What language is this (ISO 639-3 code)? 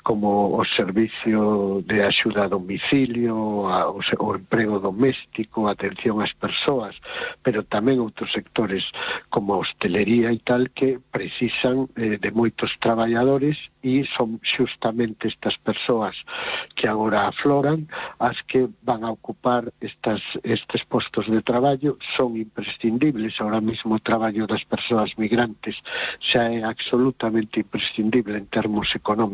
glg